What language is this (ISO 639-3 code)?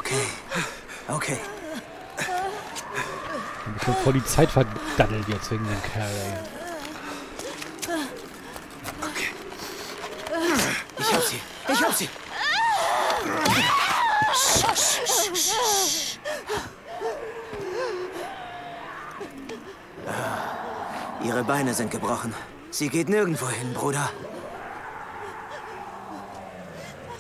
deu